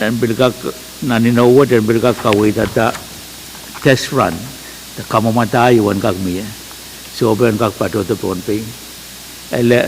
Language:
Pohnpeian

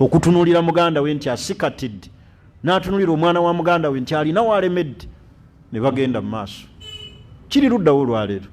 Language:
Ganda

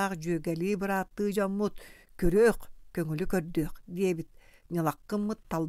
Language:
Yakut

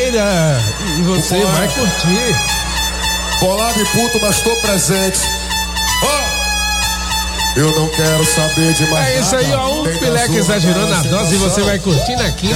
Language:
Portuguese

